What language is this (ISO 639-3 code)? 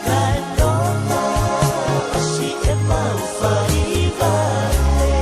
ton